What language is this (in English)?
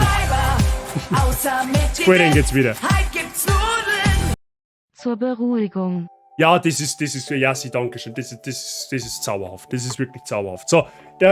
Bavarian